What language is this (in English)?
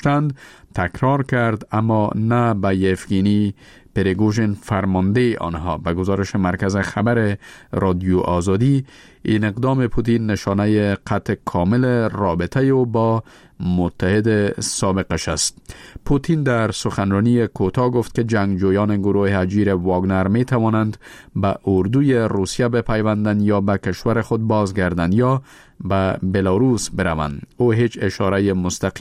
Persian